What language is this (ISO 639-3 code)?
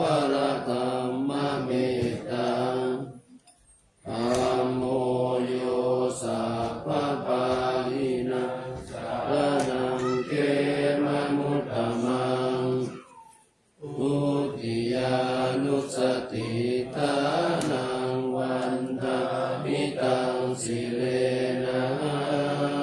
pli